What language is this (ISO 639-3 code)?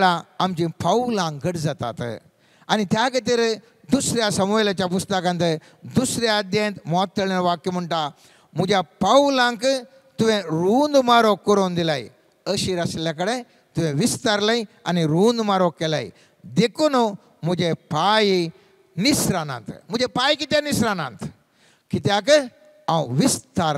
kok